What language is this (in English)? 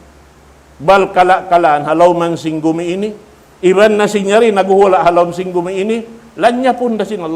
Tausug